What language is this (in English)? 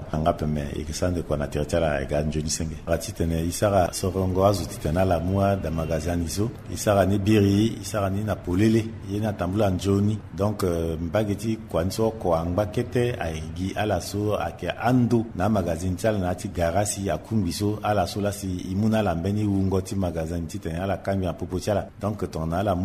Sango